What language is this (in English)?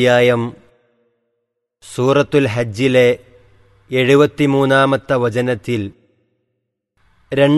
Malayalam